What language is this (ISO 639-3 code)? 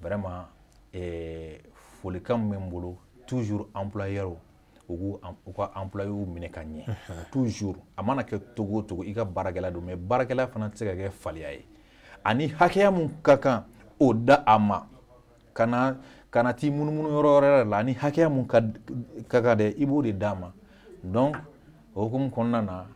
bam